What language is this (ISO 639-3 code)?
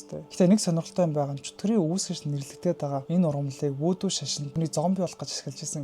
mon